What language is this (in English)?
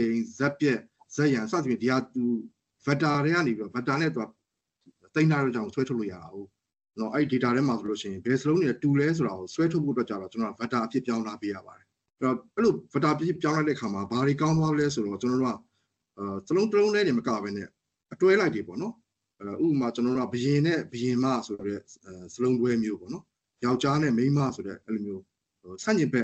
Burmese